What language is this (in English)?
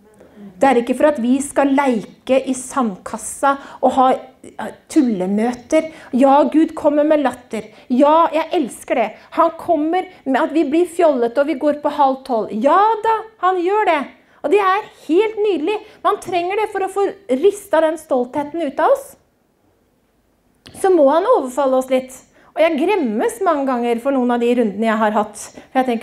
Norwegian